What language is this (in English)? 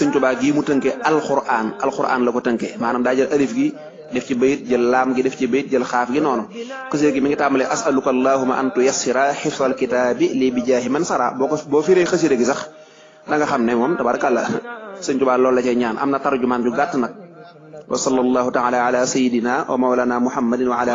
Wolof